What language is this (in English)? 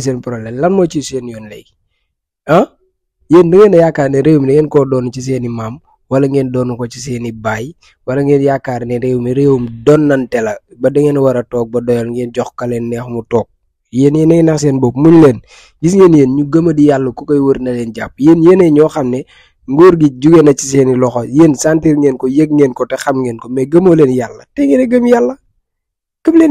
Wolof